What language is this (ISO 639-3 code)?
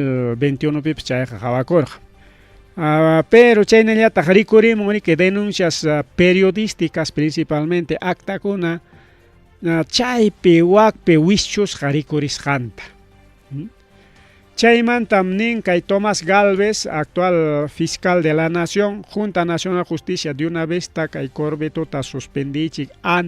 quy